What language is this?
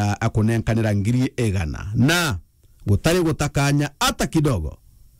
Meru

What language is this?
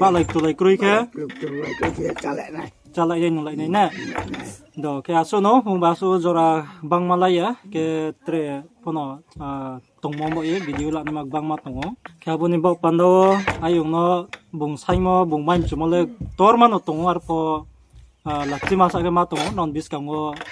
Riang (India)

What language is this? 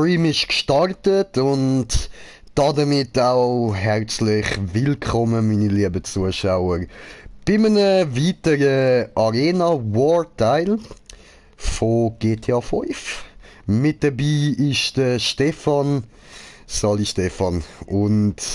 Swiss German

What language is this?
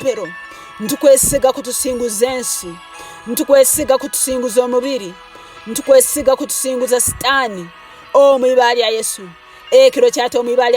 Tooro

